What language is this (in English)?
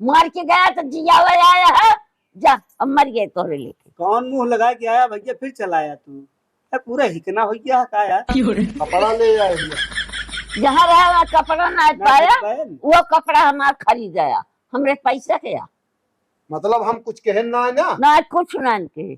Awadhi